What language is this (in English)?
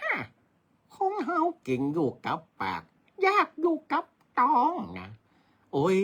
Northern Thai